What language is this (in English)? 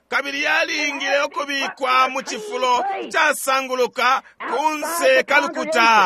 Bemba